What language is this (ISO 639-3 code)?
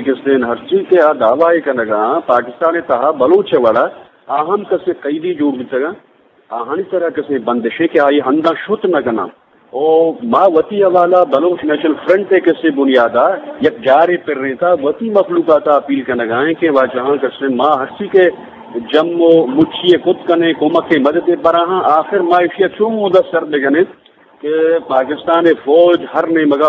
bgp